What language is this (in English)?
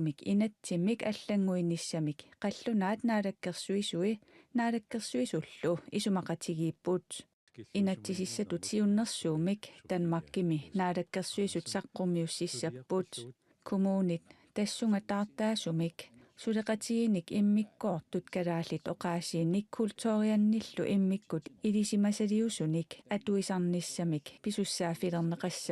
Kalaallisut